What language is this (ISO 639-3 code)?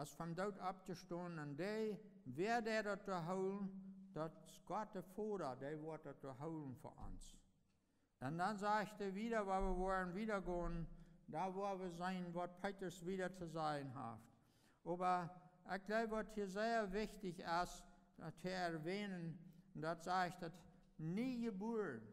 pdt